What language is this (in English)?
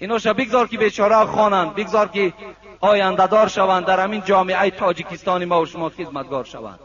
Tajik